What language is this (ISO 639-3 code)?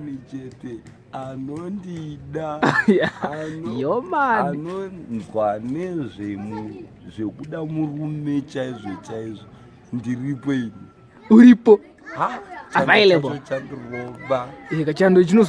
sna